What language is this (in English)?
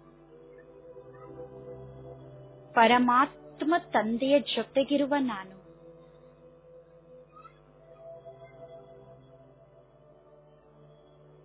Kannada